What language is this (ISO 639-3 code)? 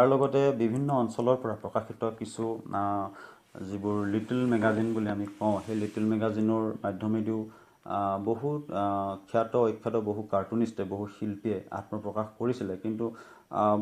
asm